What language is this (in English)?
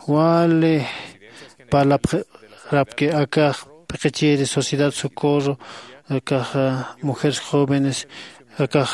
Aymara